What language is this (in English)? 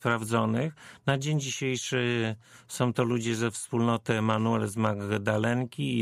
Polish